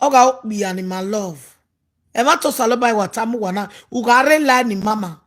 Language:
Nigerian Pidgin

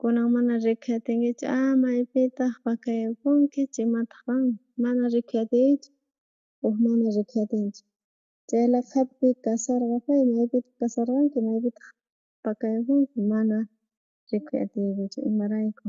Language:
South Bolivian Quechua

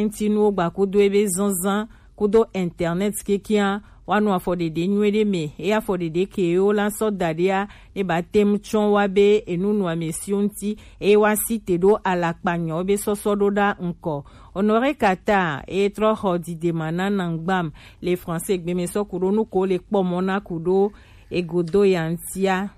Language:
Gen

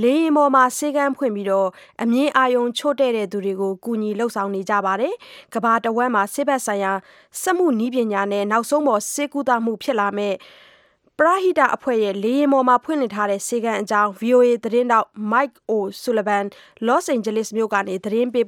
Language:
Burmese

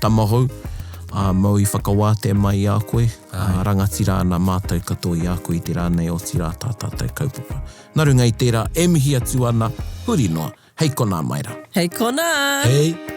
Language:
Māori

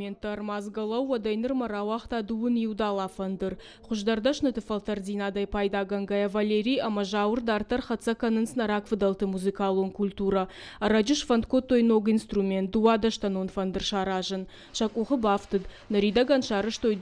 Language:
Ossetic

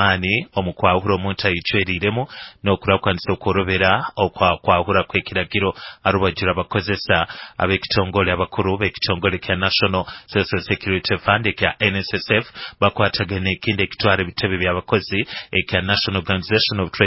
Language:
Nyoro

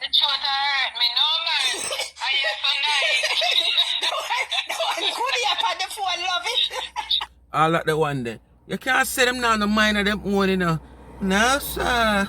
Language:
Jamaican Creole English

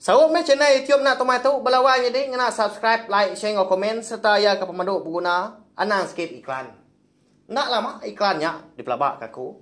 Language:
Iban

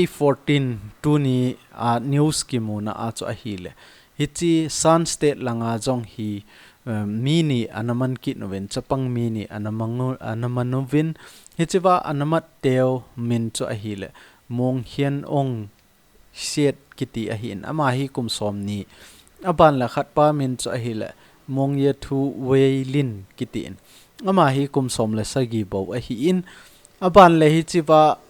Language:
Thado Chin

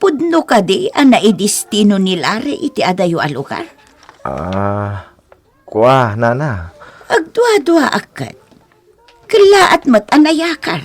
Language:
Iloko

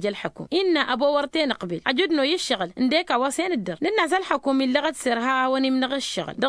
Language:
Tamasheq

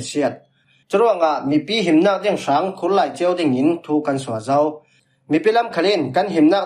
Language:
Falam Chin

